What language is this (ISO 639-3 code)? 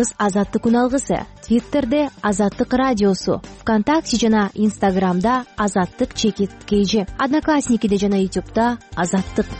kir